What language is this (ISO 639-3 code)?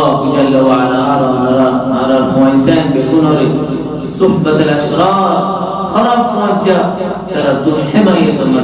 rhg